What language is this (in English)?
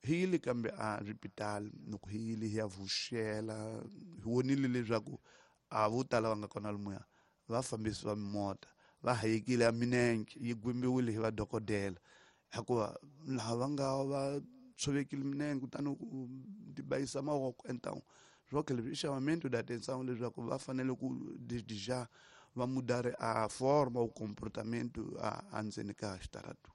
Tsonga